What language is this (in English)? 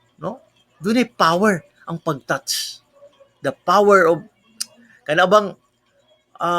Cebuano